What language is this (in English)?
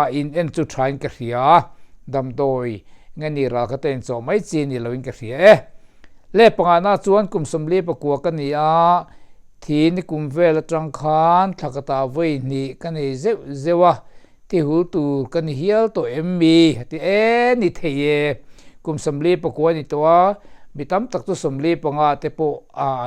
Mizo